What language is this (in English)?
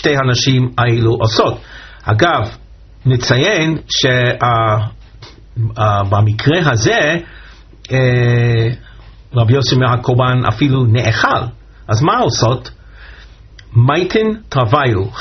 Hebrew